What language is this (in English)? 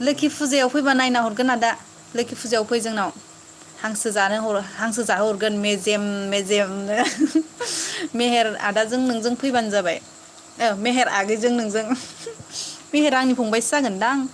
Bodo